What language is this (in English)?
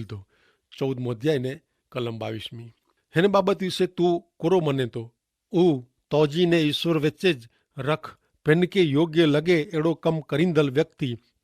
Kachhi